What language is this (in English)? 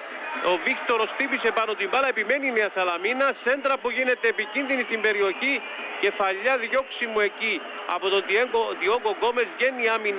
Greek